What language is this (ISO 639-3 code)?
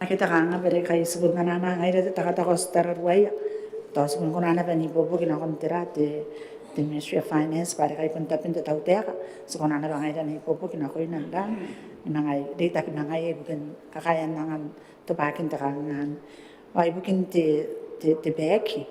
gil